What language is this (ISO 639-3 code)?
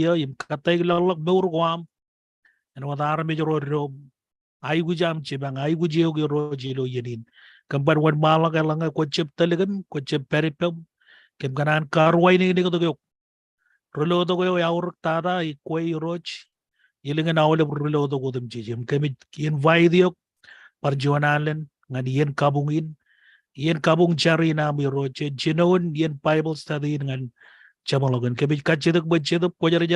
mah